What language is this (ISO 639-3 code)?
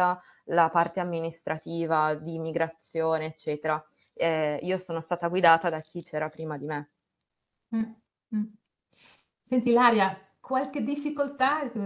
ita